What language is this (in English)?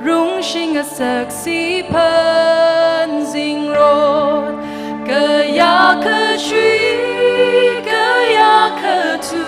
Tangkhul Naga (India)